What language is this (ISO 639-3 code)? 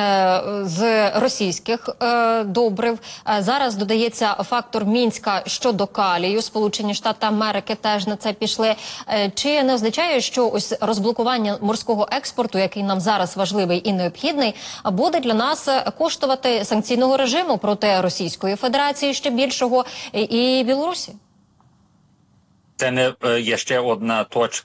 ukr